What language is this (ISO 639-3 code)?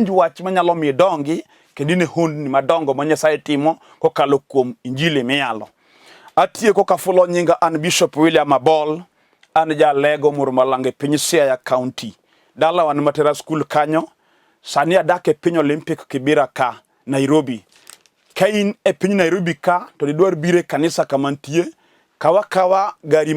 luo